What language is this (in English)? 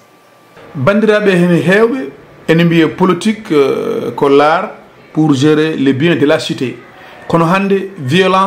Fula